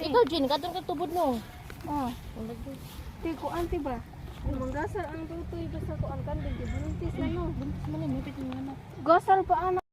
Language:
Cebuano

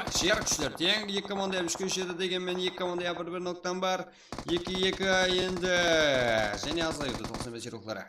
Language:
Kara-Kalpak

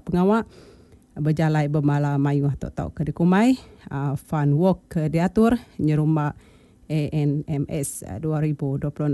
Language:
Iban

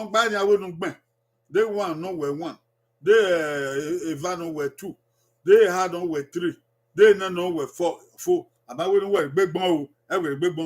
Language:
Bini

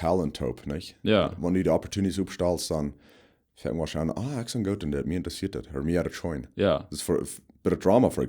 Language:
Plautdietsch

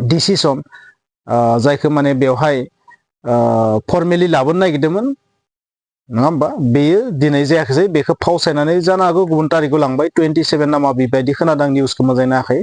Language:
Bodo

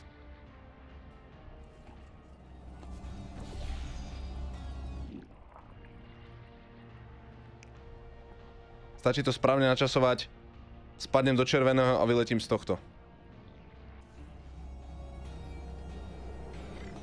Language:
Slovak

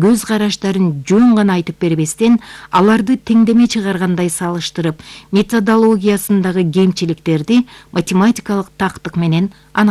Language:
Kyrgyz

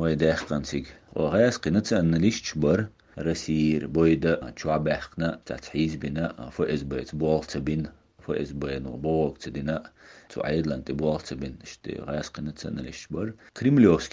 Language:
Chechen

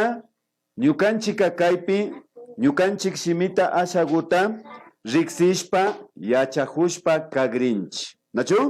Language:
Imbabura Highland Quichua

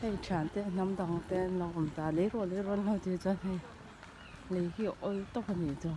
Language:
Mizo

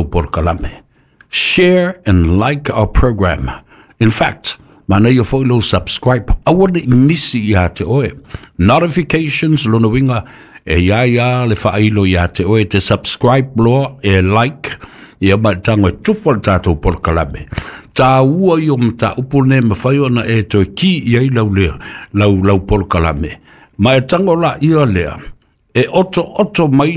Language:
Samoan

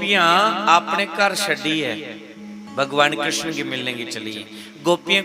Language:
Dogri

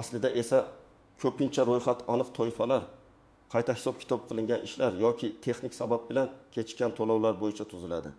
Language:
Uzbek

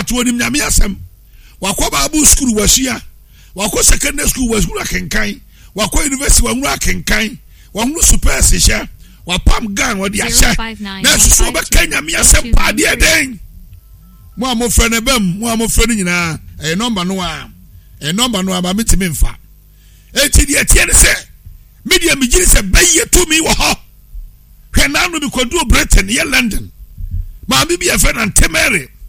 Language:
Akan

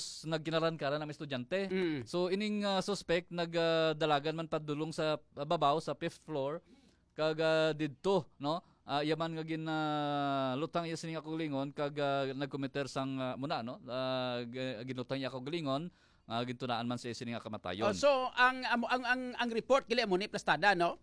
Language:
Hiligaynon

